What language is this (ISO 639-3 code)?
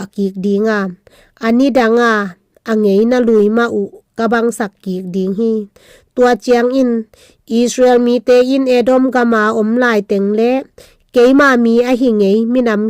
ctd